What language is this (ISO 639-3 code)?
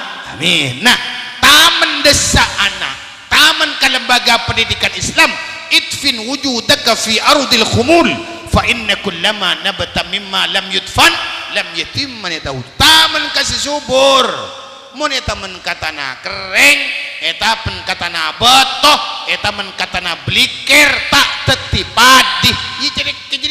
mad